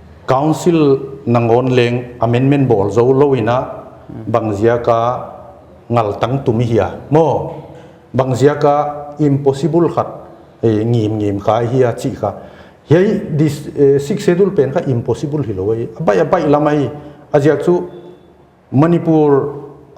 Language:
Paite Chin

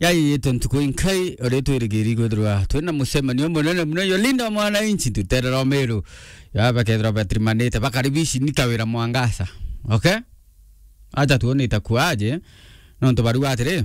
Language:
Meru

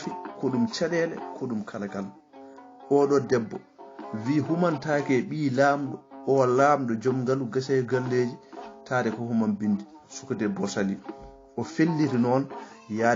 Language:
Fula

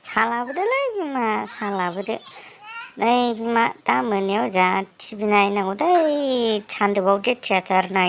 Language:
Bodo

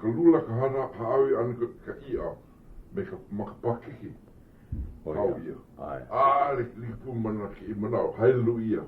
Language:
Hawaiian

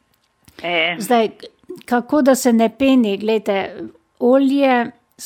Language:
Slovenian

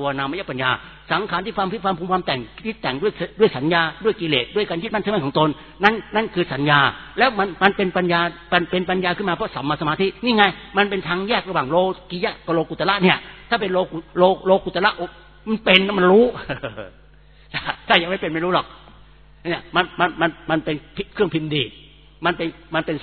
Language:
Thai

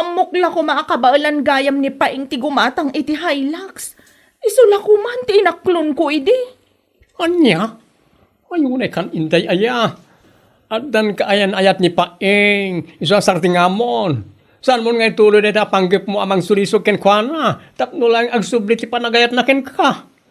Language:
Iloko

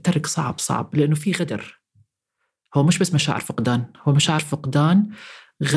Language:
North Levantine Arabic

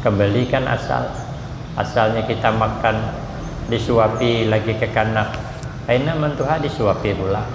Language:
Banjar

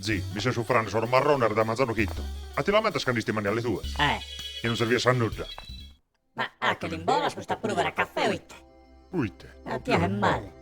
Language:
Sardinian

